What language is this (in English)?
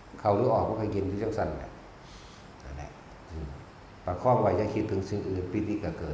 Northeastern Thai